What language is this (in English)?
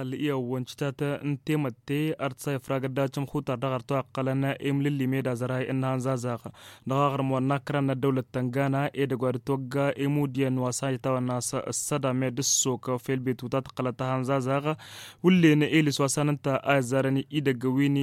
Tamasheq